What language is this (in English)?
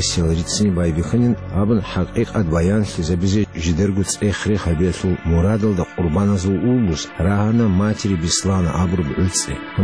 Avaric